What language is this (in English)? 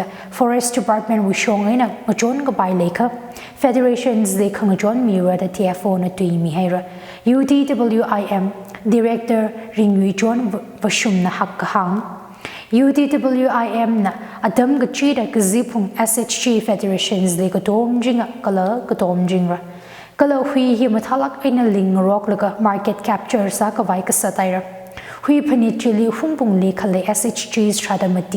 Tangkhul Naga (India)